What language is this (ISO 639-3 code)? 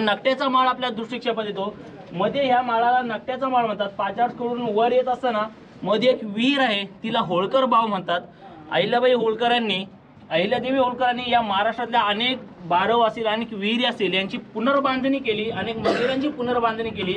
mar